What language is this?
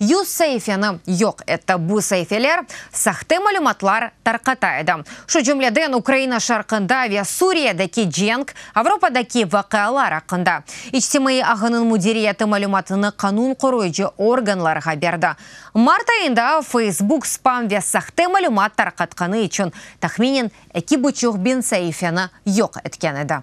Crimean Tatar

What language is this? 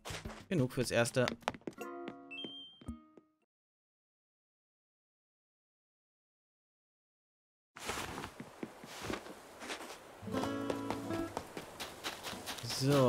German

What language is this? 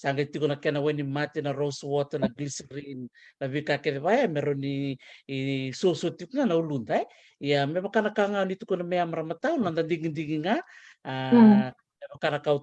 Fijian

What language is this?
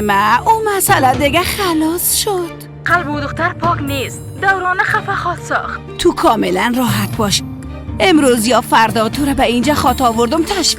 Persian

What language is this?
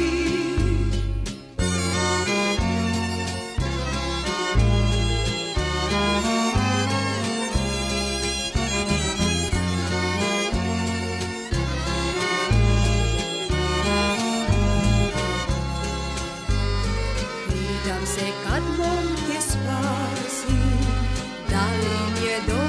Serbian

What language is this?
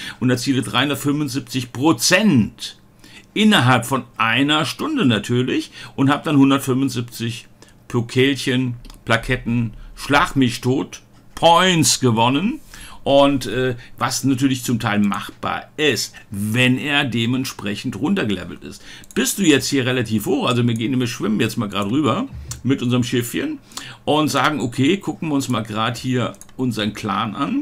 German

